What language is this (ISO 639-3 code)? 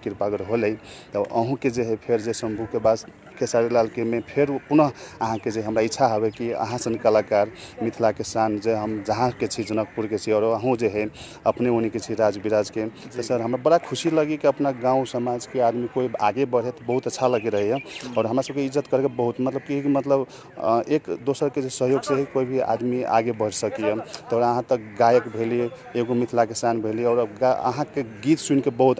mai